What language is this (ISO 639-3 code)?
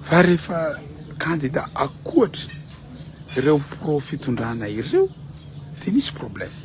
mlg